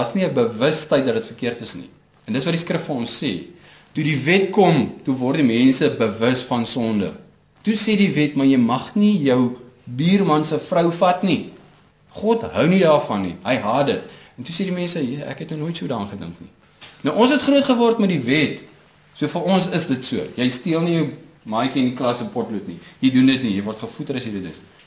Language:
Afrikaans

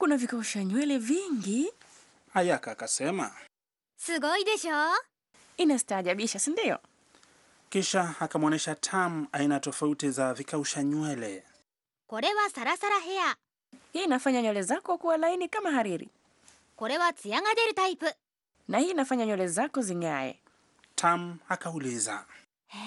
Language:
Swahili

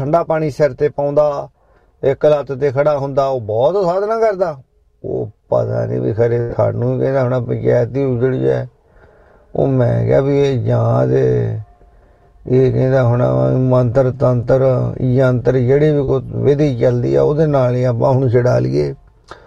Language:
Punjabi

